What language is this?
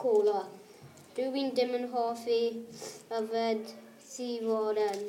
Welsh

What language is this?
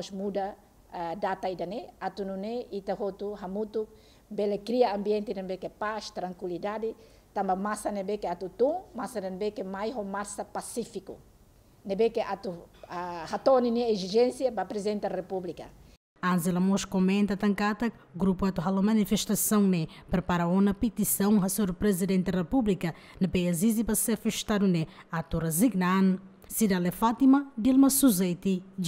Tetum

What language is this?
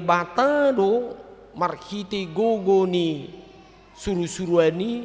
Batak Toba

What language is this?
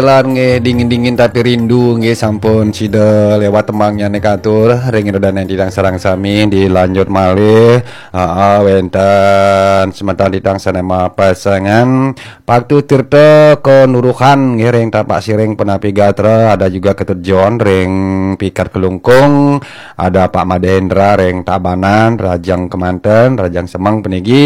Balinese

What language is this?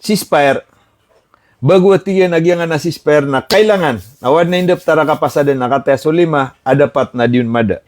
Maranao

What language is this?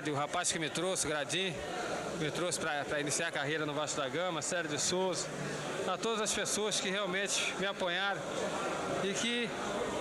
Portuguese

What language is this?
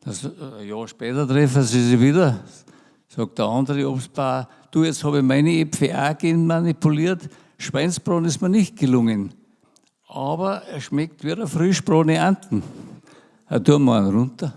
Bavarian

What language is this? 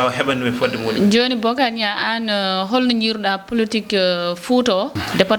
Fula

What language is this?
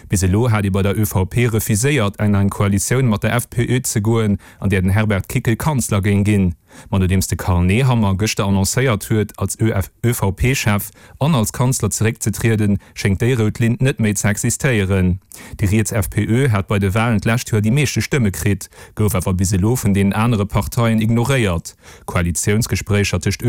Luxembourgish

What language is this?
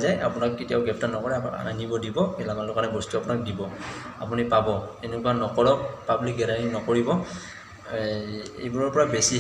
Assamese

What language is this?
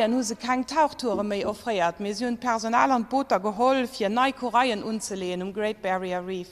Luxembourgish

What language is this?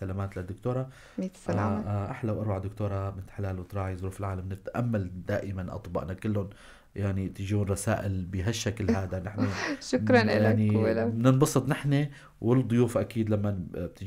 North Levantine Arabic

